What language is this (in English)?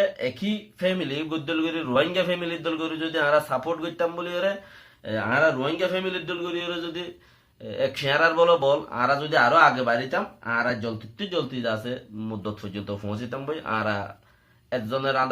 Rohingya